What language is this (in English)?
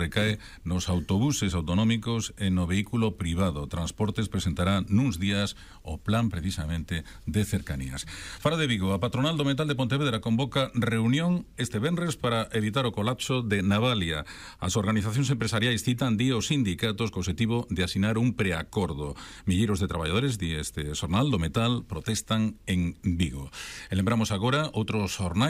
Galician